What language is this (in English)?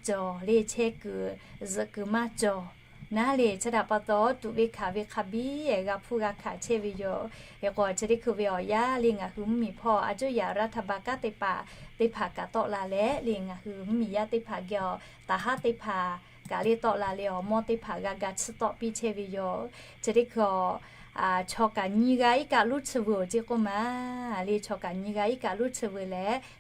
Lahu